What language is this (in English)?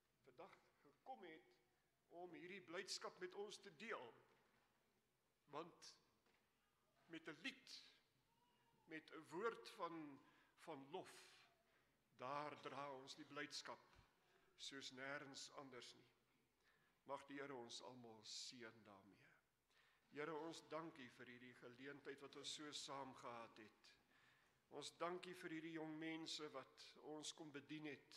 Afrikaans